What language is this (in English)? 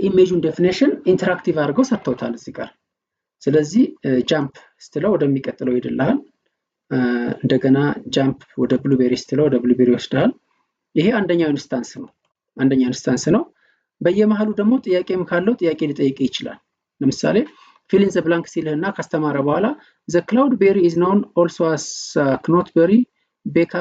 Amharic